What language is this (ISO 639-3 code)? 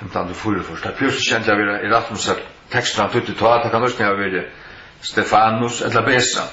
fao